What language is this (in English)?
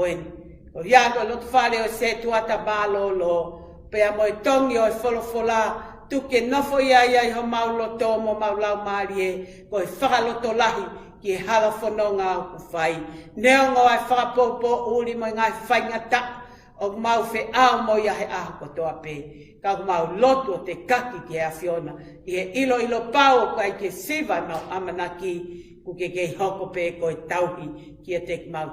Tongan